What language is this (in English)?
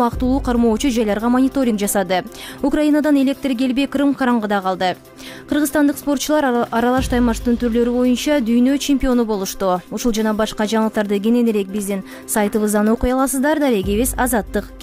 Kyrgyz